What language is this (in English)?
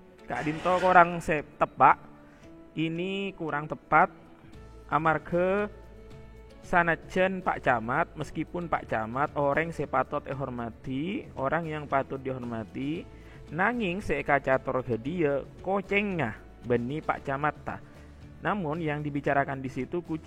Madurese